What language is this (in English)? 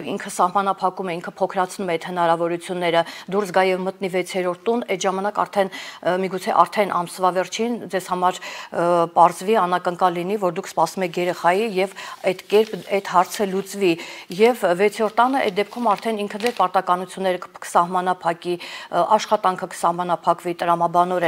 Armenian